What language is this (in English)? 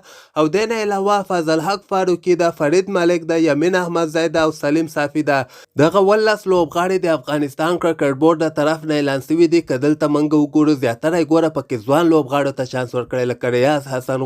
Pashto